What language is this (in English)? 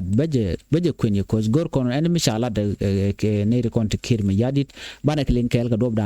Nuer